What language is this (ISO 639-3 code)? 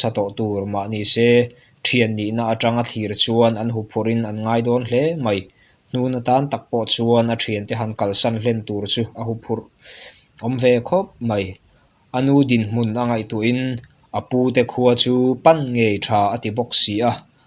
lus